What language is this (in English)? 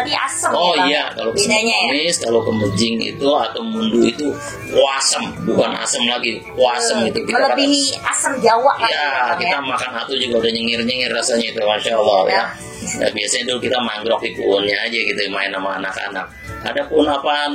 Betawi